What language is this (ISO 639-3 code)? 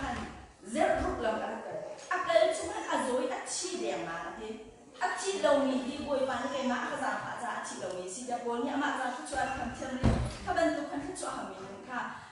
cnh